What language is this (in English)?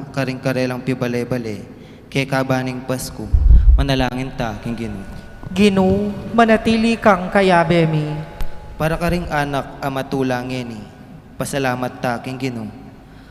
Pampanga